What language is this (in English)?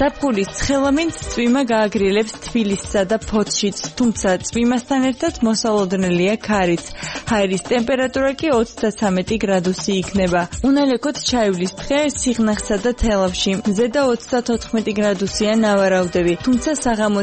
Georgian